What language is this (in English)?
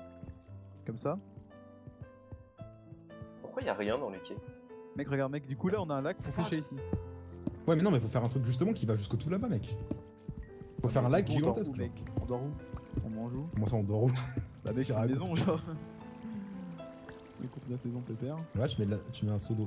French